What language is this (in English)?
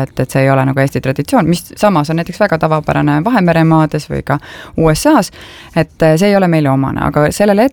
Estonian